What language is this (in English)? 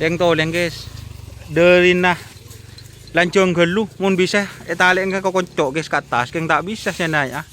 Madurese